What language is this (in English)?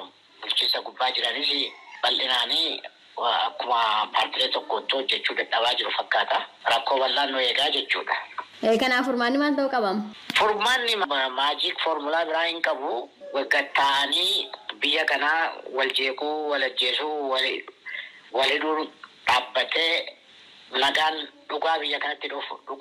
Oromo